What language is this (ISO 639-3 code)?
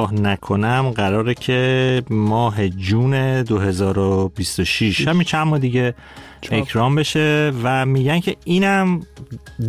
fas